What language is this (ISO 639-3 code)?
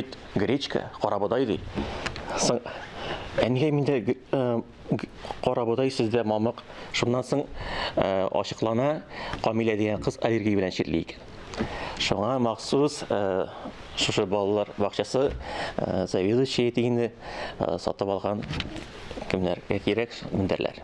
tat